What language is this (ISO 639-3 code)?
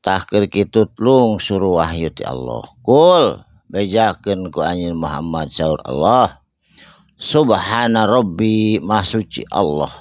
sun